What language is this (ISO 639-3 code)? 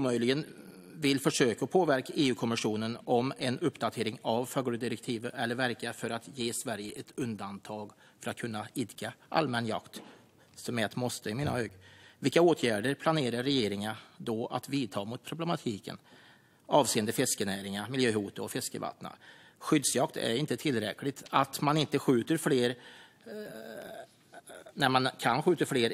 swe